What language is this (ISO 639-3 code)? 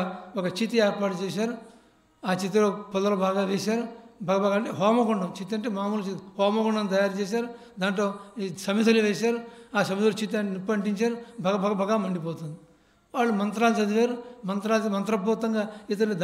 tel